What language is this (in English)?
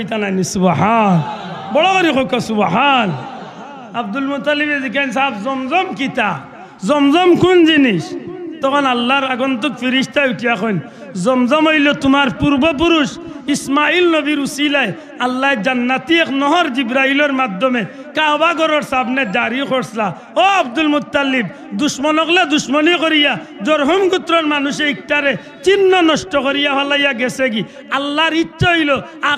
Sylheti